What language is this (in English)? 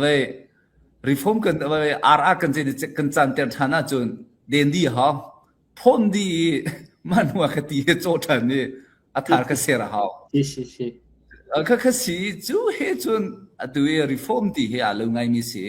Hakha Chin